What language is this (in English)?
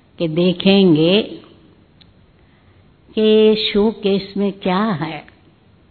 Hindi